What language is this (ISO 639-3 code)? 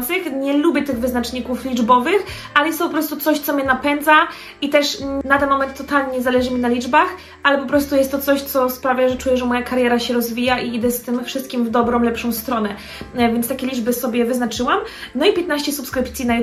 pol